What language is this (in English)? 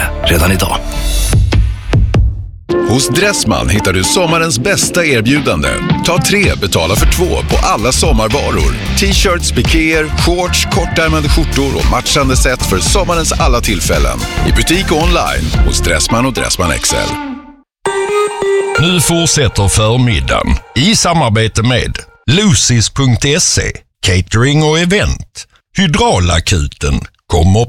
Swedish